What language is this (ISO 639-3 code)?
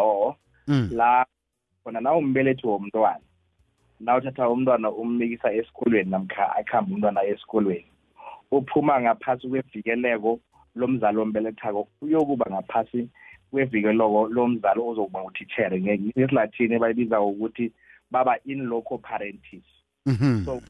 nbl